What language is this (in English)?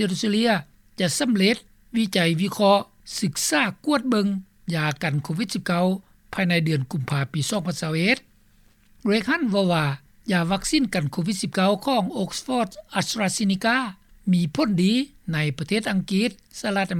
Lao